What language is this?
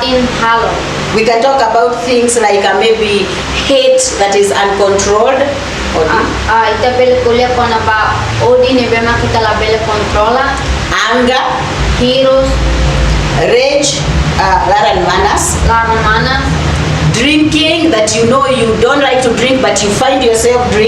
Tetum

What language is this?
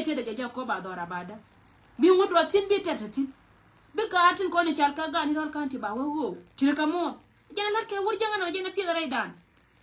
Nuer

